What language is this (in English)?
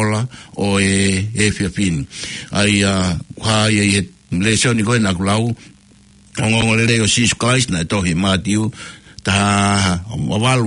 Tongan